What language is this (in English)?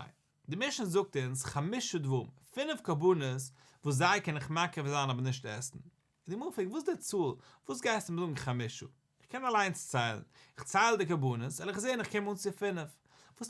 Yiddish